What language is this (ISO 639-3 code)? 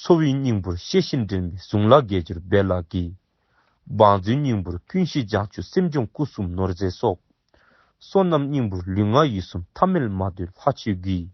dzo